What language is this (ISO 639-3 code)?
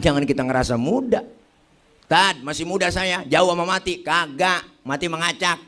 bew